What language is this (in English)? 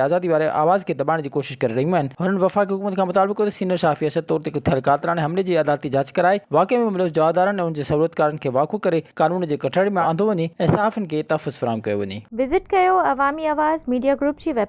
Sindhi